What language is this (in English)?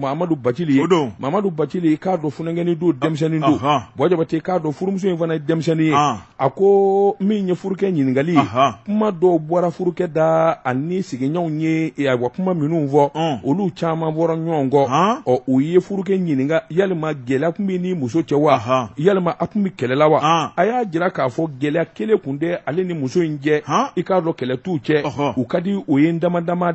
Bambara